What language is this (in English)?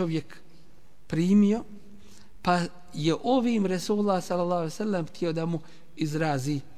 Bosnian